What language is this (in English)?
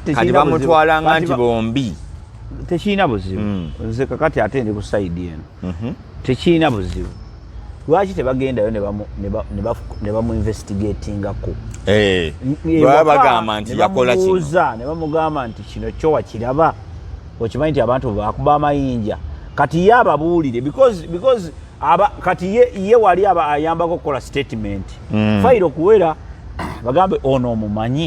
Ganda